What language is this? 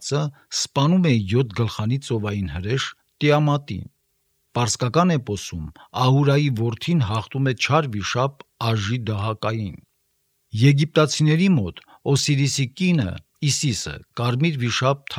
Armenian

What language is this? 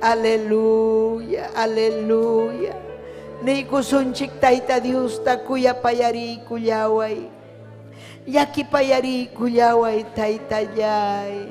Ayacucho Quechua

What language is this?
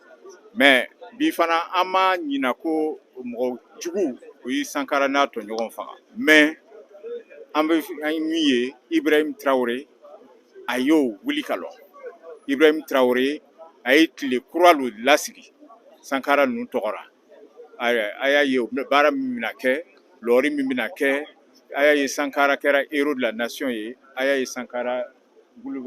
Bambara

